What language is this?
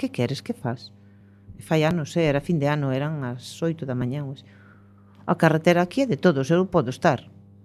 Galician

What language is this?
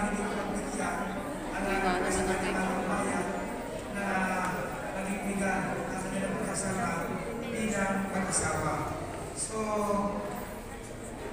Filipino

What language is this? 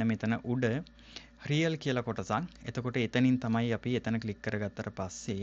Sinhala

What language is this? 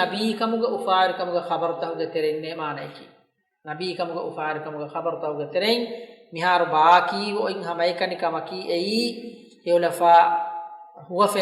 Divehi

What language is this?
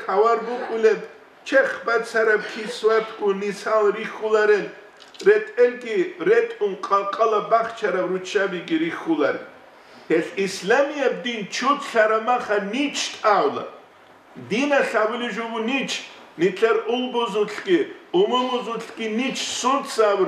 Avaric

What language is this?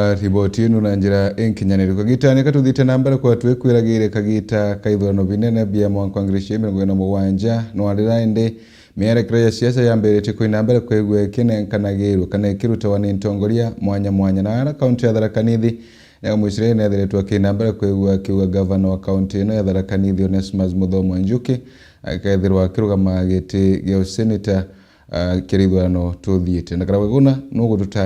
Meru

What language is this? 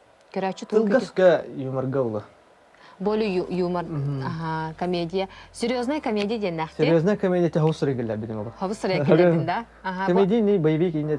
Yakut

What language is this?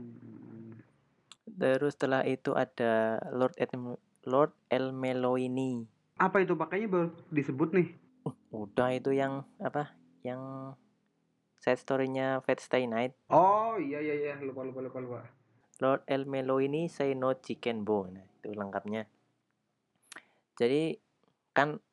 Indonesian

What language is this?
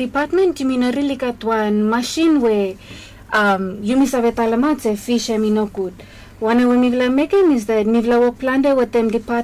Bislama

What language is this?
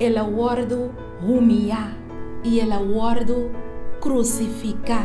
Papiamento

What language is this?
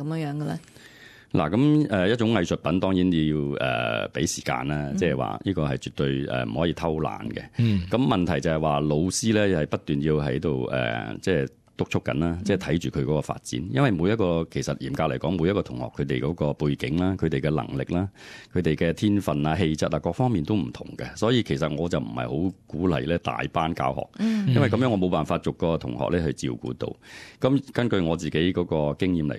Cantonese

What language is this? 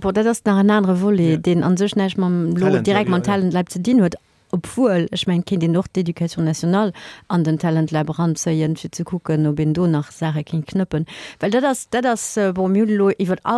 Luxembourgish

